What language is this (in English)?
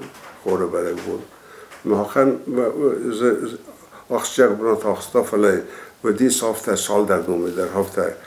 Ossetic